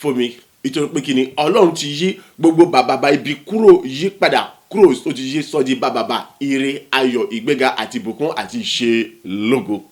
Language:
Yoruba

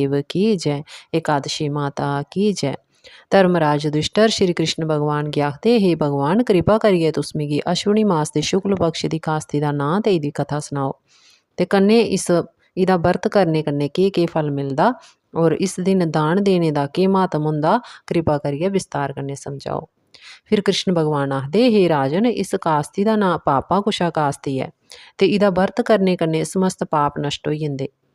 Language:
Dogri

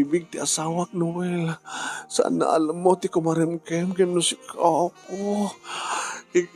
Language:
Iloko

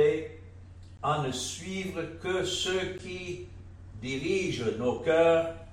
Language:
French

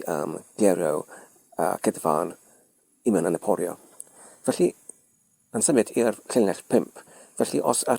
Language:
Welsh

